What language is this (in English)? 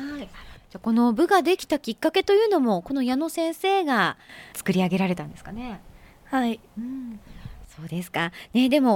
Japanese